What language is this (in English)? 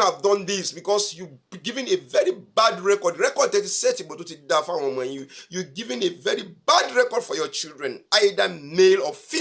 Yoruba